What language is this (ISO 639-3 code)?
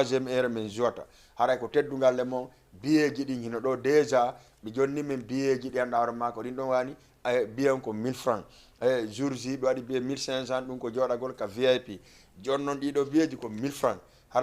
ful